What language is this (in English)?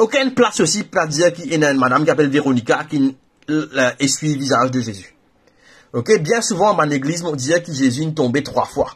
Morisyen